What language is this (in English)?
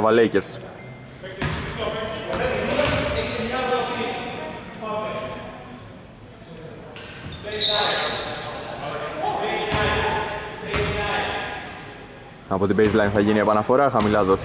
Greek